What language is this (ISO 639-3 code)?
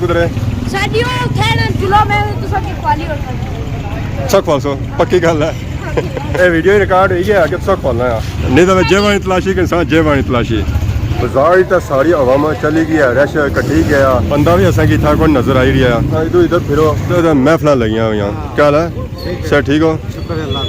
phr